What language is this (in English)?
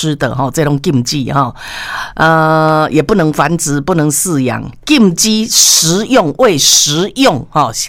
Chinese